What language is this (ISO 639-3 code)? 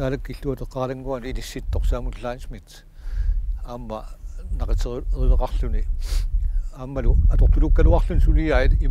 kal